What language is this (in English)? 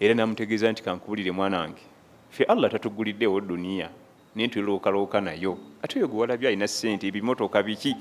Ganda